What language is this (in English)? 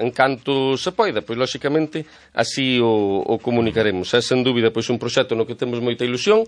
Galician